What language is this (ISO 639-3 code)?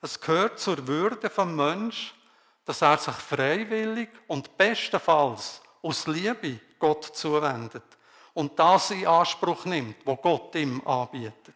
gsw